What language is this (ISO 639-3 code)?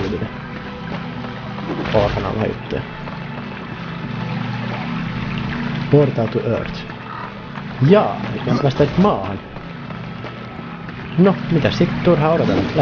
fin